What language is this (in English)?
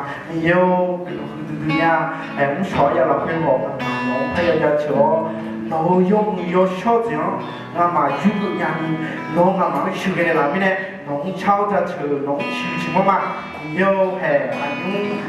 Akha